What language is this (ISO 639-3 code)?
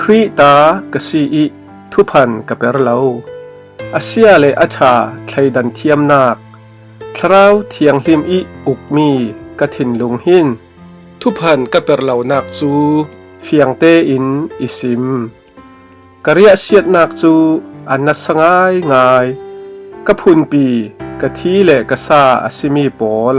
cfm